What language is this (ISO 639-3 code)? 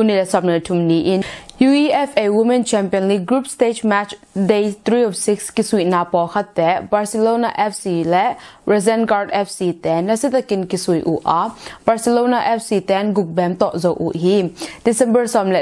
ctd